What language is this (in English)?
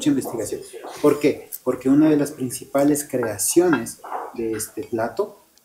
Spanish